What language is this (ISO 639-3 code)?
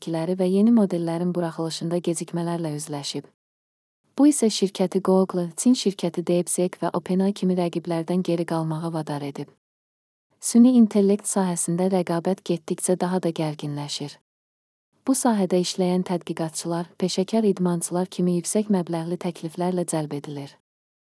aze